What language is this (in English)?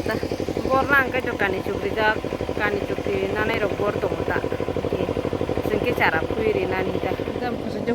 Kok Borok